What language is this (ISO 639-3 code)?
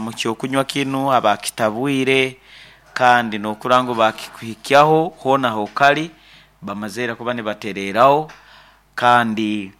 nyn